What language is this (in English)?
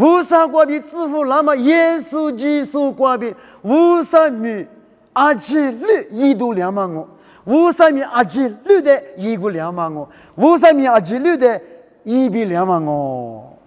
Lisu